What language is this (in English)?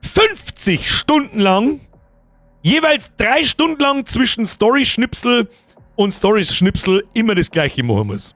Bavarian